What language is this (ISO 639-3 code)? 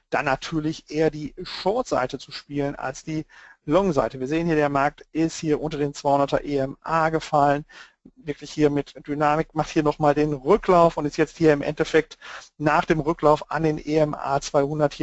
deu